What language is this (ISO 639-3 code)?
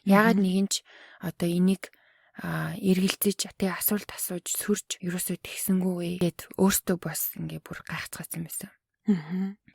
mon